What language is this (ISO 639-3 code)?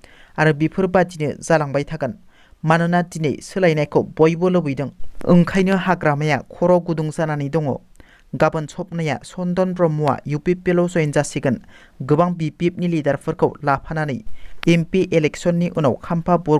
brx